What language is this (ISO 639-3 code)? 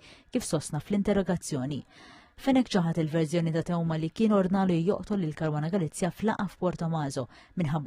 mlt